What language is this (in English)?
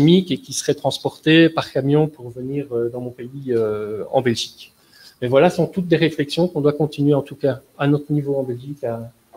French